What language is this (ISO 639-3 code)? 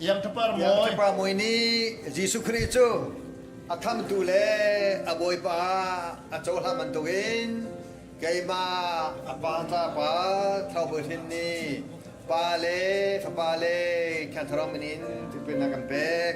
cnh